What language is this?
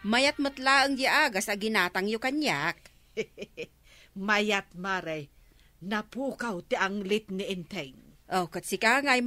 Iloko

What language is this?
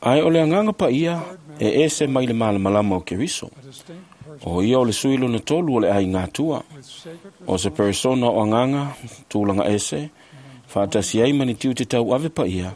Samoan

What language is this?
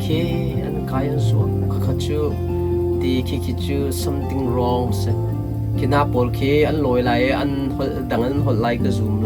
Hakha Chin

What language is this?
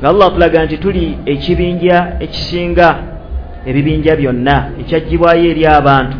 Ganda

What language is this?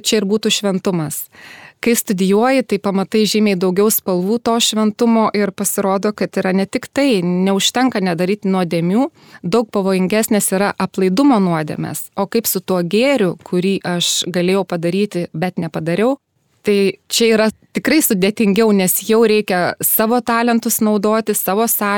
Lithuanian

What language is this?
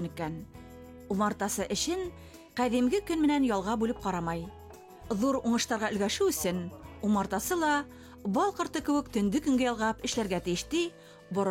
Bashkir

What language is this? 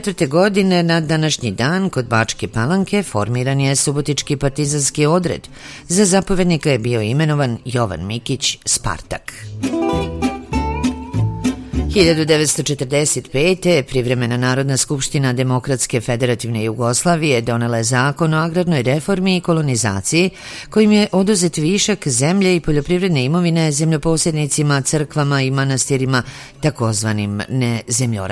Serbian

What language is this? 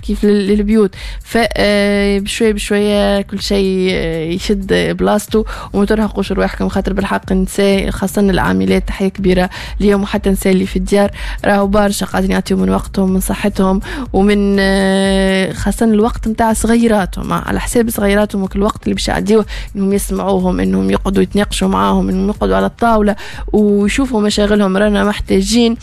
Tunisian Arabic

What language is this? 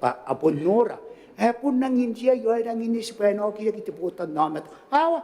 Gilbertese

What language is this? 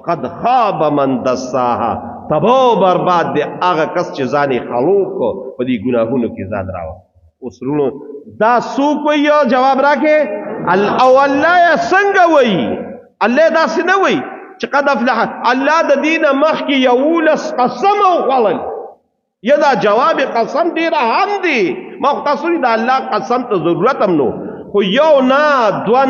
Pashto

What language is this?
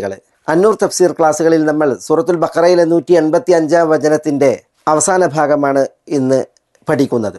Malayalam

